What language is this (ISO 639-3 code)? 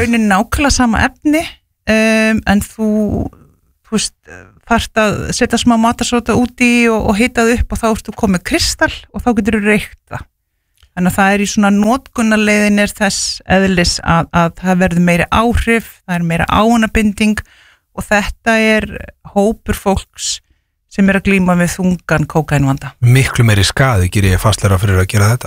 isl